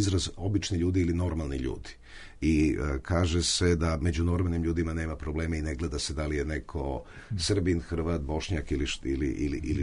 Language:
Bosnian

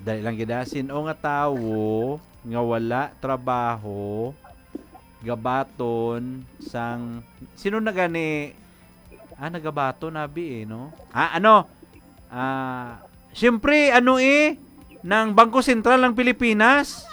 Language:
Hiligaynon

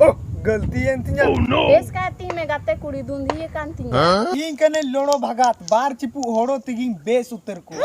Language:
Santali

